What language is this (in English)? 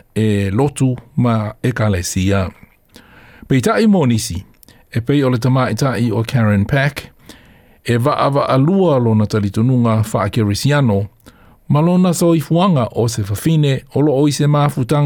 Samoan